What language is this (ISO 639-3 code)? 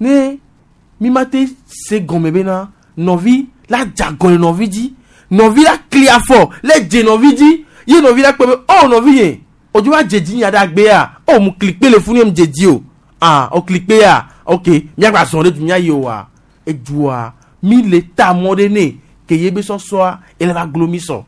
gej